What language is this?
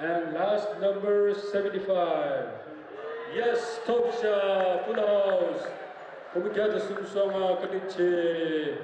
Tibetan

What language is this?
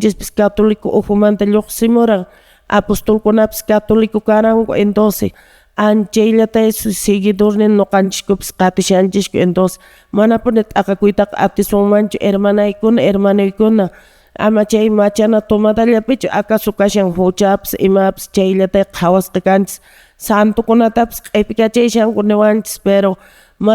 Quechua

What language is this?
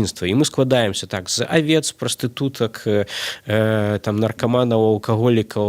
Belarusian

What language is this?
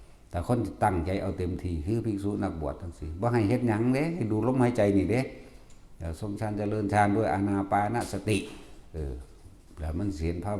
Northeastern Thai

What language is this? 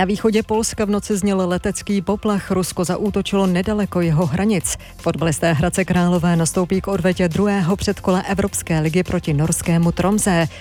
Czech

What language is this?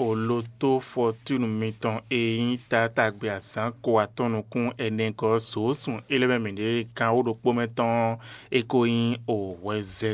Fon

